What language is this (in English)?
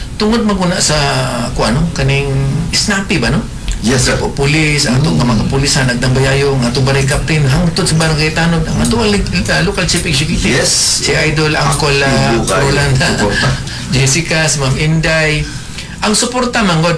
Cebuano